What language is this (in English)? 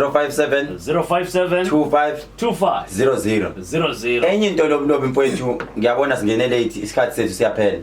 Zulu